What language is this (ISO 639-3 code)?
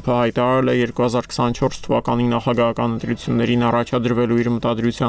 hye